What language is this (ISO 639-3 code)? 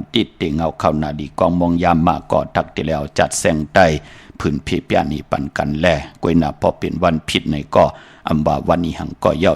shn